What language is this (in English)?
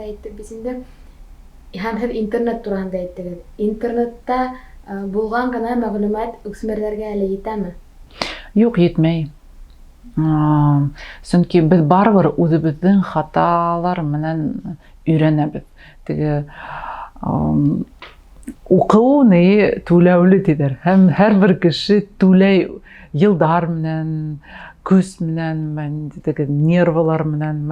Bashkir